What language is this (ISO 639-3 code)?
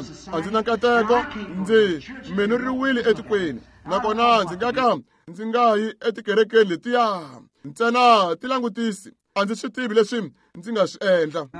tso